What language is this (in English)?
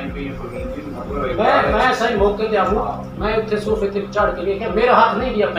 Saraiki